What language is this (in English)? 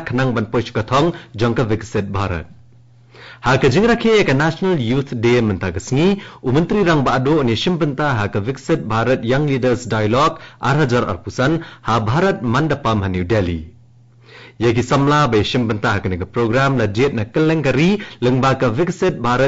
Khasi